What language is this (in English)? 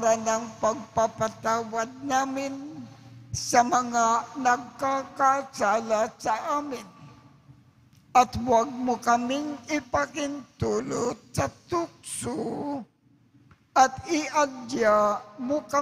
Filipino